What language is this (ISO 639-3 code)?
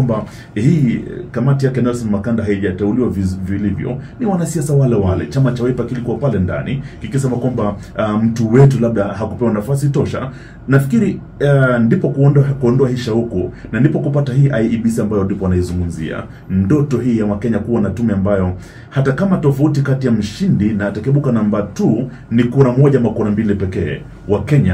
swa